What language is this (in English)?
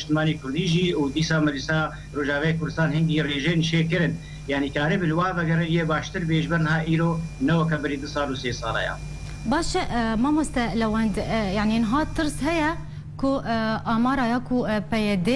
Kurdish